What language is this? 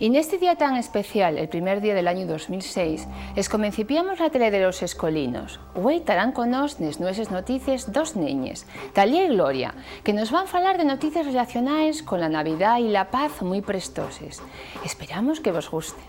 Asturian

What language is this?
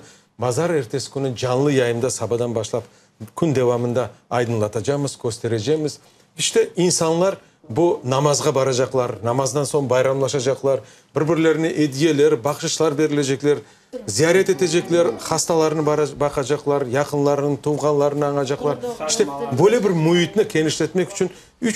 Crimean Tatar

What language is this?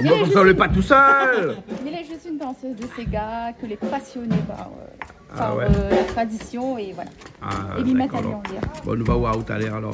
Réunion Creole French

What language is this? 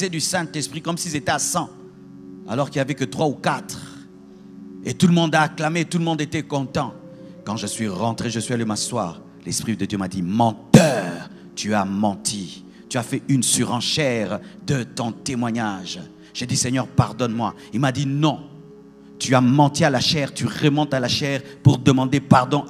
French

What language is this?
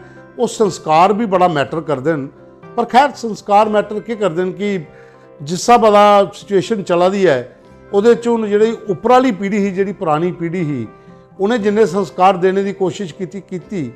Dogri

